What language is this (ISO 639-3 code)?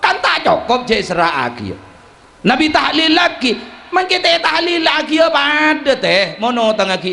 mad